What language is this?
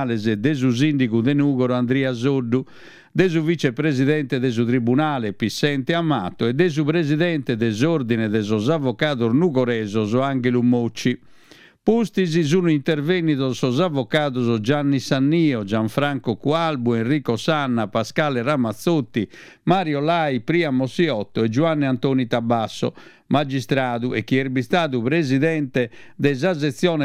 Sardinian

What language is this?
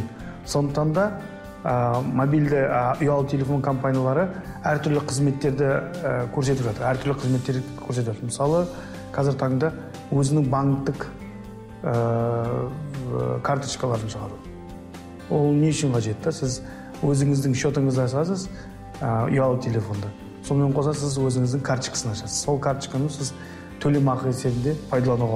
Kazakh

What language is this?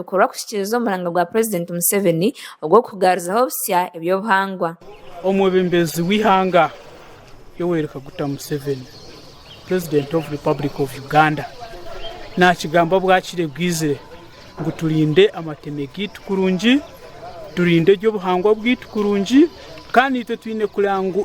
Nyankole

